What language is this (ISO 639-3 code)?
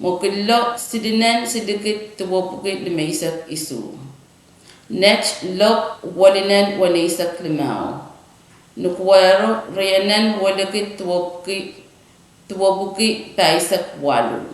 pon